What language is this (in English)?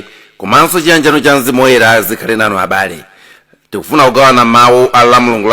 Nyanja